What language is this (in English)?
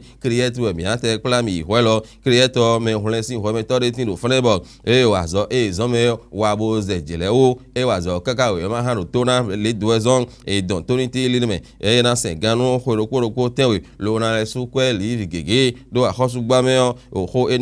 Fon